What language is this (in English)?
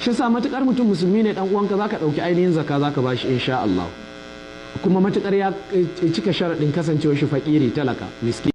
Hausa